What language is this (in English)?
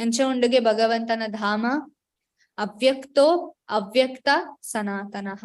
Tulu